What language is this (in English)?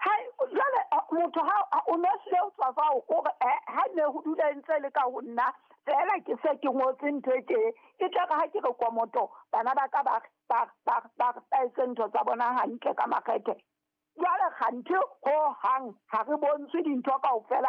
Southern Sotho